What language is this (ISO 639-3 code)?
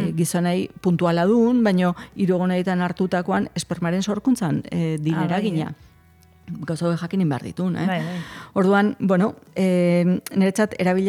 eus